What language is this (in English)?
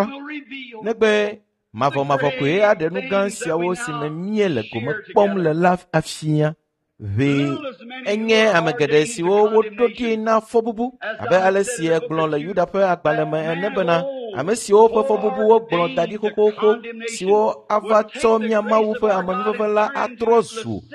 Ewe